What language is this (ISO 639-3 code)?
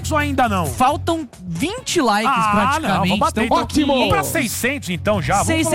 por